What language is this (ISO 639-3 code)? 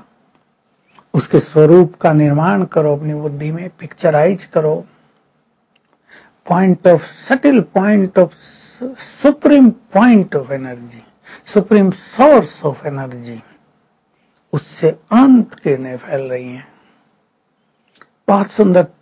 hin